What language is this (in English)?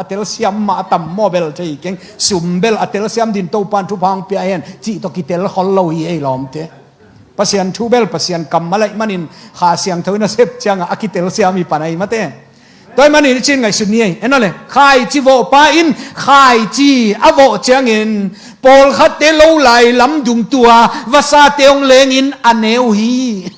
Tedim Chin